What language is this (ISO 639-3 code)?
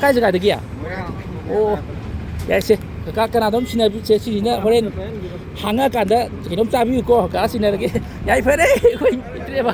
mni